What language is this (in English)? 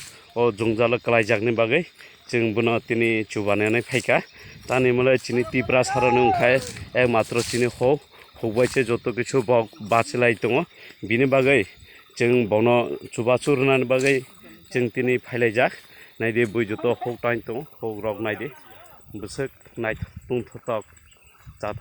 Kok Borok